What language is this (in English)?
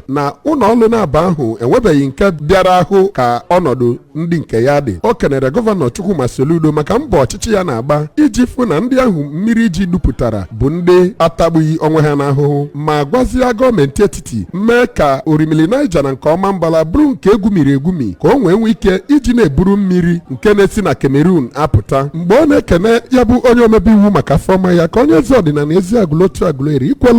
Igbo